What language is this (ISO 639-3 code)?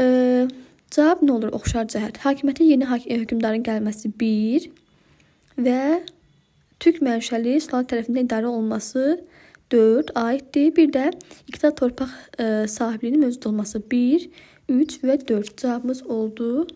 aze